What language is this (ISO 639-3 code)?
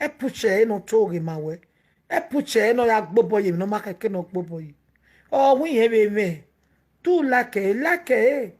pcm